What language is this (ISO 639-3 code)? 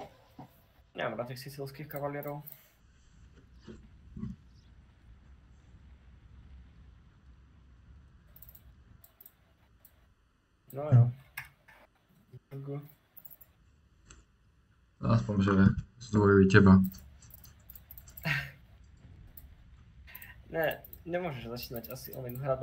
slk